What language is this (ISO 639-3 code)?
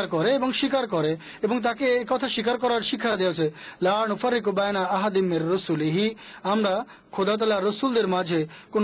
ben